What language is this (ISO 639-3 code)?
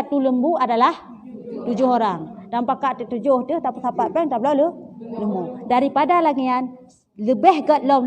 ace